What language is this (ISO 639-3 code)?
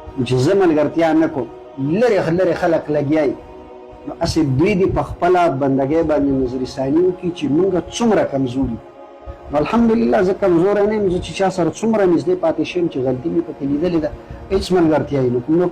pus